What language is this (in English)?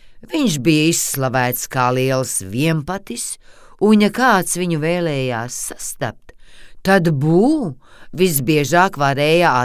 Latvian